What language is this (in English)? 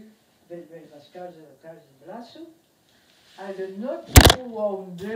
Breton